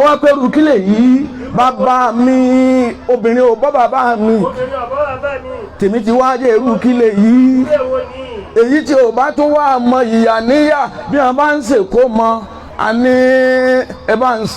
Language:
Yoruba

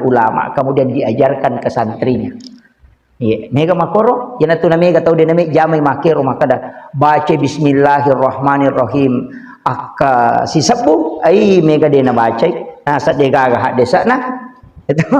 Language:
Buginese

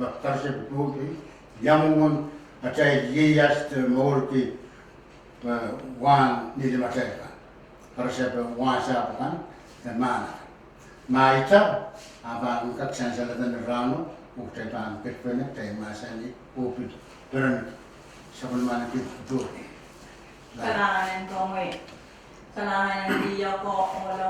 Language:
Pohnpeian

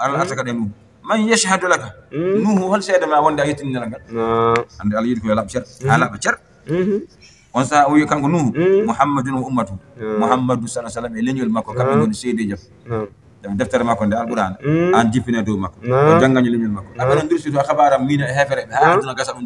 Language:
Fula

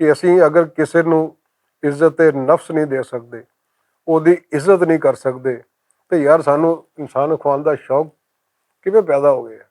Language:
Western Panjabi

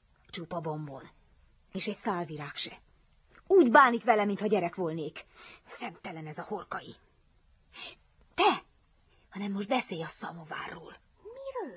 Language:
Hungarian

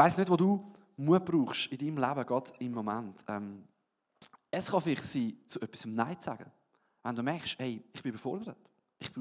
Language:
Swiss German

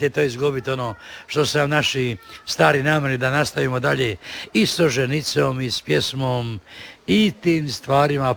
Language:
Croatian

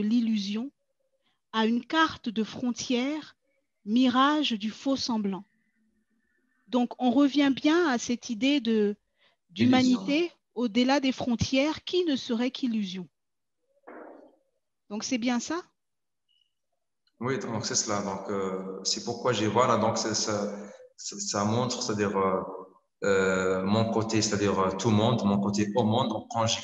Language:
French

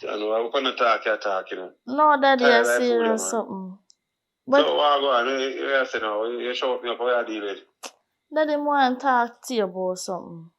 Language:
Jamaican Creole English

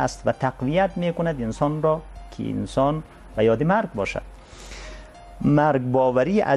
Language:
Persian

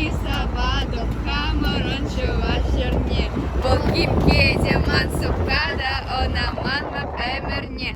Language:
Chuvash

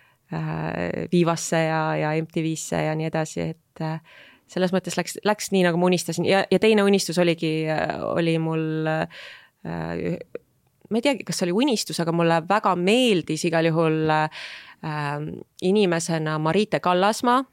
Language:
Estonian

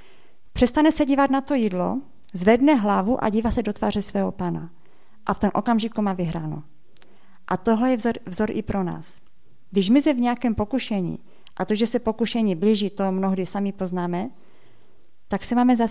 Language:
Czech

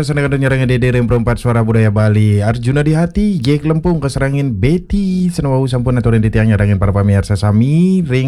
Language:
Balinese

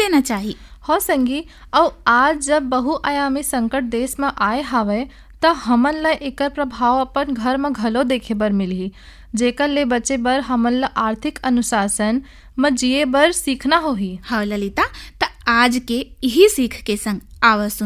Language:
Chhattisgarhi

